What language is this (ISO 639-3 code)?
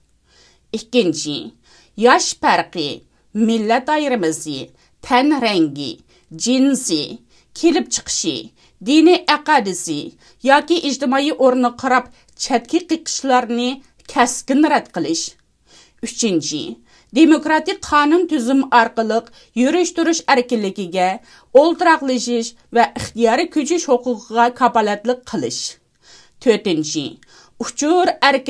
uig